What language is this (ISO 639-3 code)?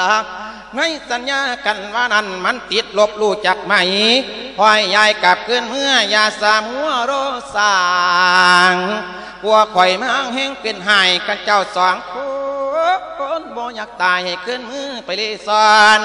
lao